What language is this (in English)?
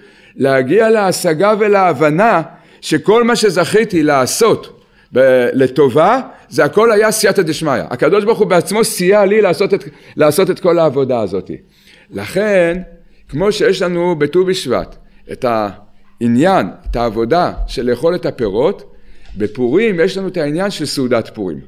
Hebrew